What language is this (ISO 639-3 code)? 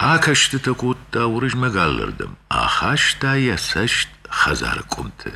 oss